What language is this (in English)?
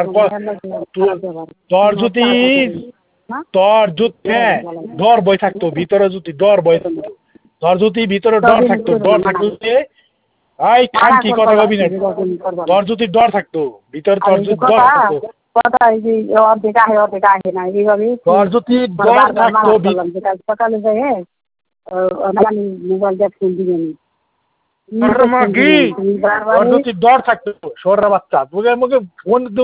Bangla